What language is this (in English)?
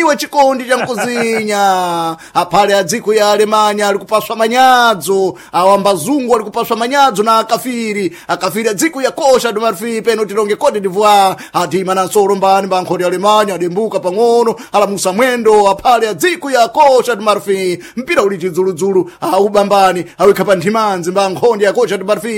Sena